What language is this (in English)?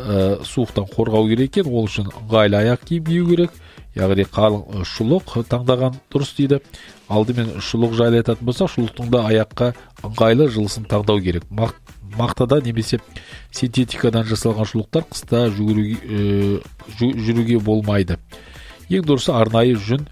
Kazakh